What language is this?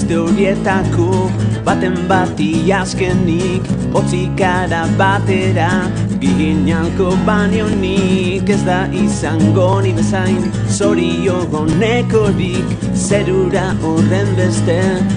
Basque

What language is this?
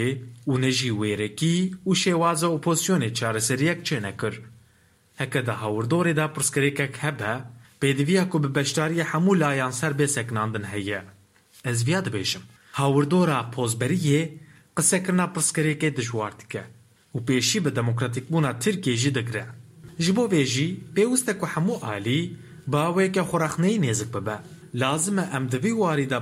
Kurdish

